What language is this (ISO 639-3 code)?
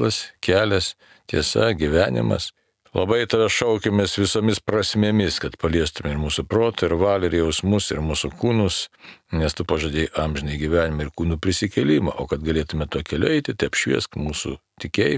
lit